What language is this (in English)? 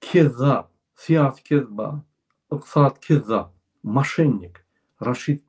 Turkmen